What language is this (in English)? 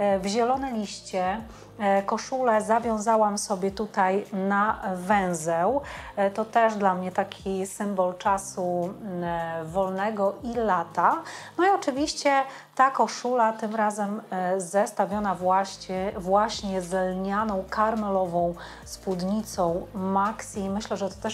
Polish